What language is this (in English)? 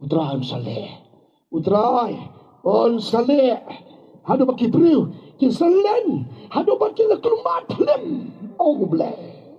Khasi